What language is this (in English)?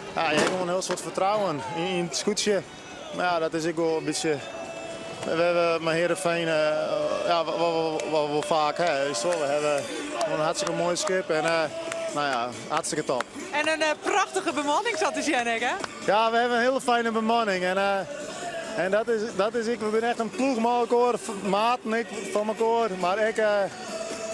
Western Frisian